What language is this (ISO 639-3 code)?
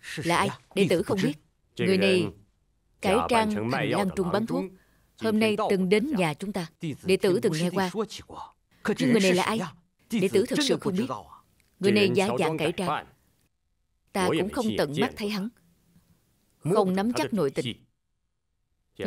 vie